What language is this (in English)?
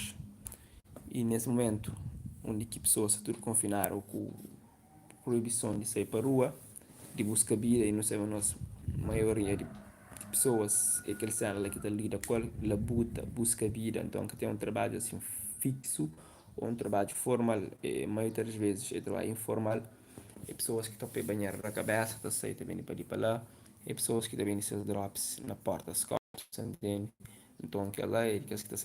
Kabuverdianu